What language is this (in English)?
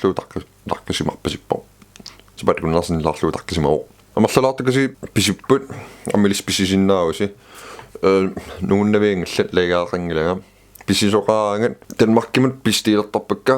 Kalaallisut